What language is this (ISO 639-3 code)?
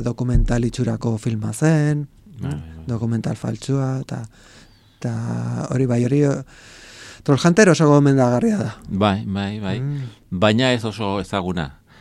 eus